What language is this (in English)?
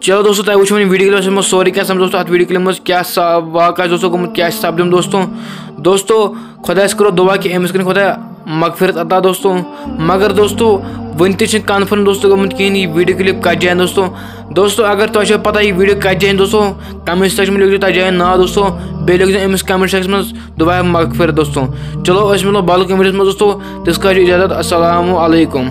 Kashmiri